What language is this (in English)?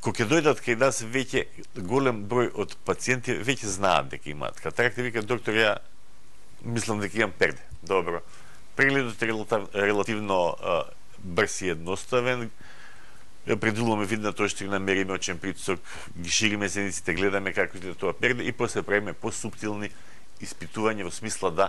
Macedonian